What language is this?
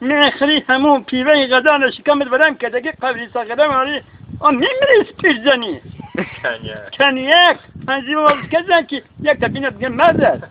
Tajik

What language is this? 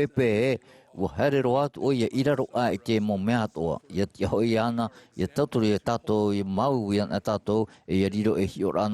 Tahitian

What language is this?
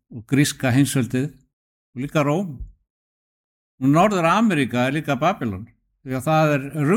Icelandic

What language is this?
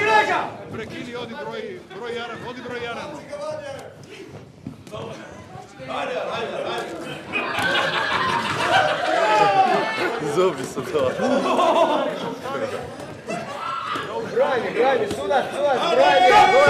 Croatian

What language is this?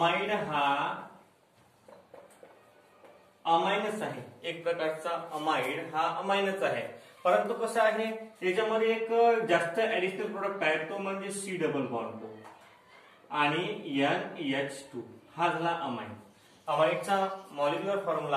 Marathi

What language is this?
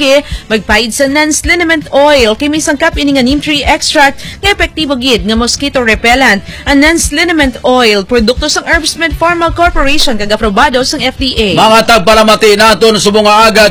Hiligaynon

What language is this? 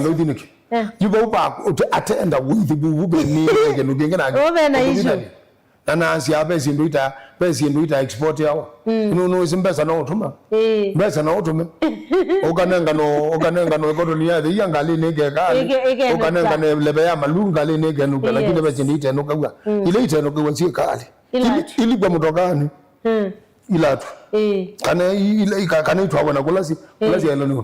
Kamba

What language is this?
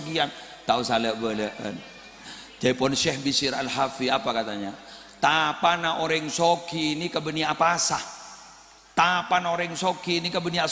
Madurese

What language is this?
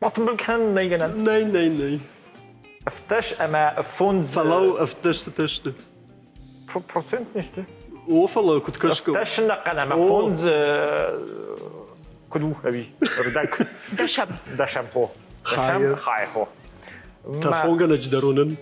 Ossetic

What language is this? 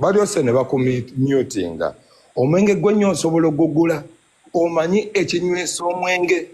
Ganda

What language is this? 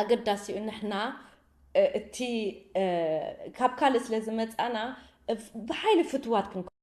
Tigrinya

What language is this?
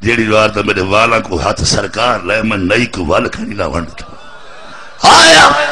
Saraiki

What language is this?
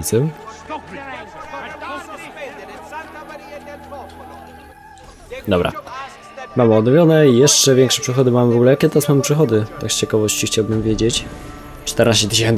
Polish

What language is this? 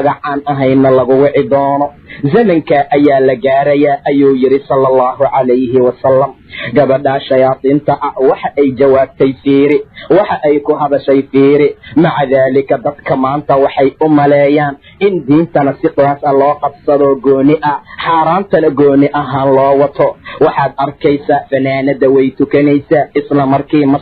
Somali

